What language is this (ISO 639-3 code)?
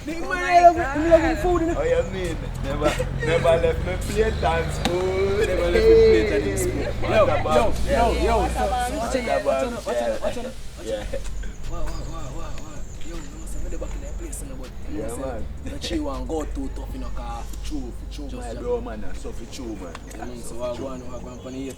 jam